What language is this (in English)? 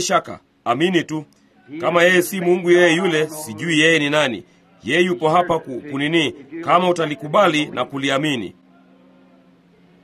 Swahili